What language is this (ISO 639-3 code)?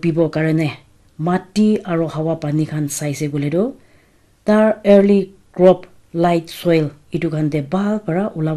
nag